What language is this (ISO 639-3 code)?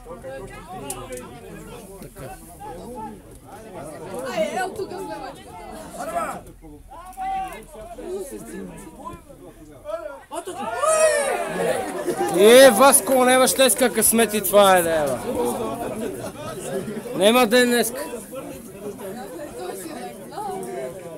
bul